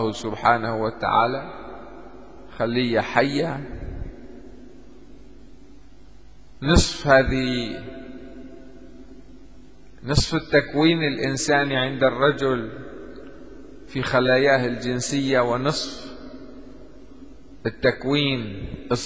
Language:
Arabic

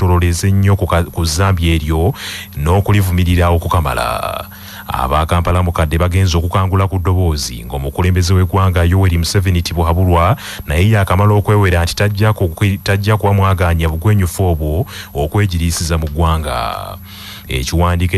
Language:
Ganda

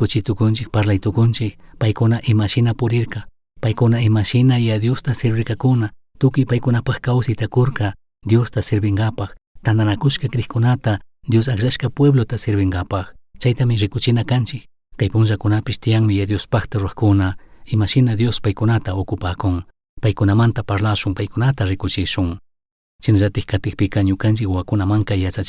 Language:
Chimborazo Highland Quichua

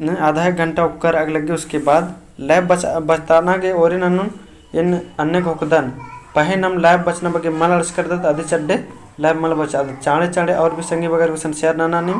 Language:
Kurukh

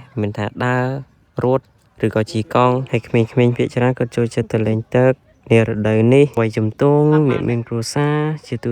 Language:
Khmer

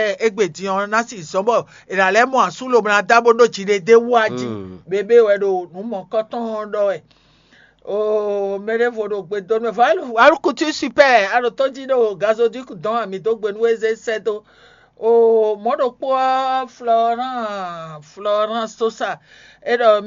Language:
Fon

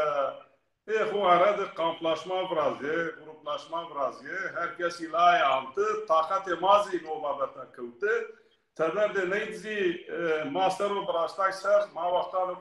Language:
Zaza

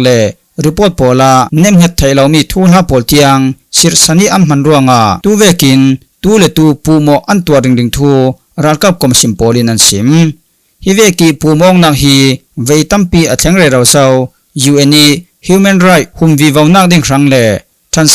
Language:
Falam Chin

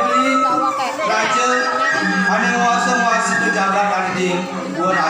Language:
Balinese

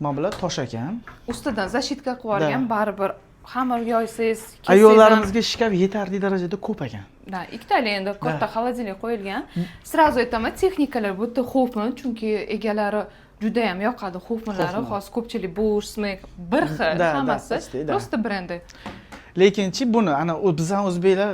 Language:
Uzbek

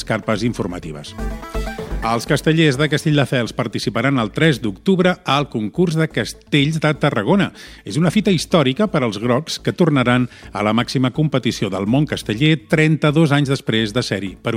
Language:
Catalan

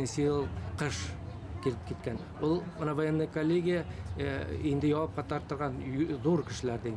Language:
Bashkir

